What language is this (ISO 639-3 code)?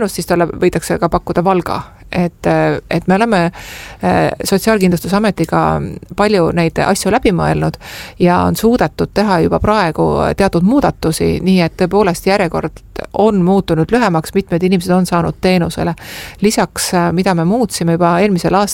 est